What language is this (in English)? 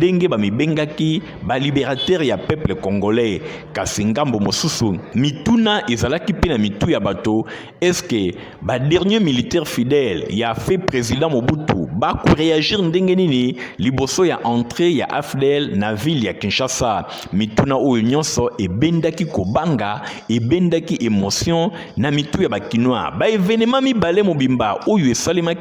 Lingala